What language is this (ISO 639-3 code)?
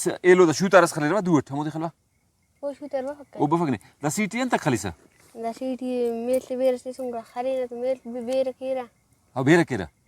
brh